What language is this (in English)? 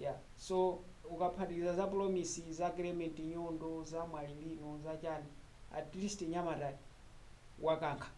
Nyanja